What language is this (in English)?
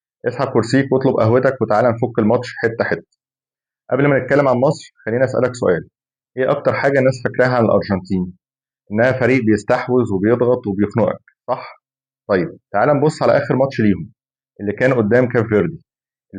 Egyptian Arabic